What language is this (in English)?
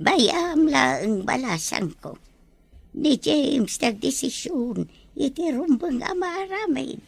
Iloko